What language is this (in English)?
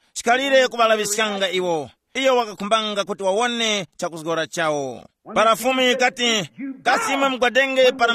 Tumbuka